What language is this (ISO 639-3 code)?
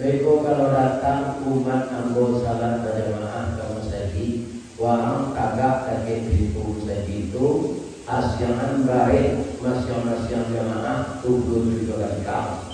min